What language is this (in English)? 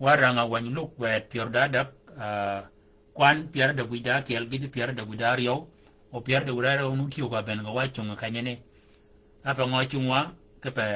Shilluk